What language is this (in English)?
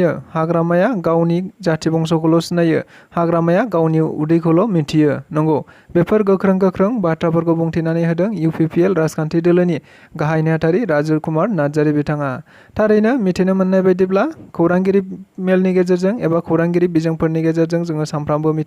Bodo